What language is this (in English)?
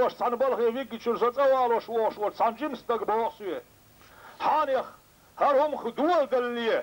Chechen